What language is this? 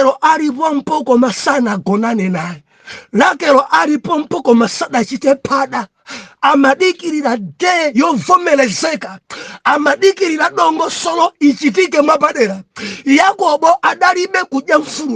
Nyanja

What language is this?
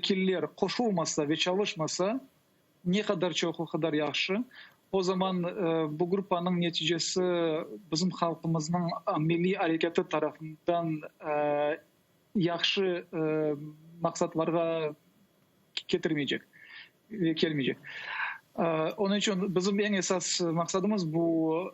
Crimean Tatar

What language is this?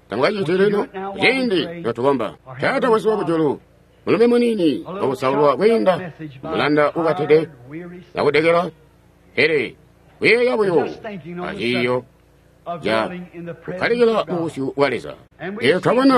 Tonga (Zambia)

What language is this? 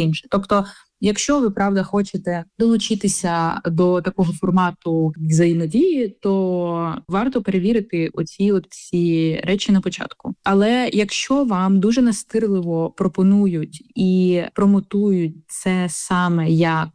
Ukrainian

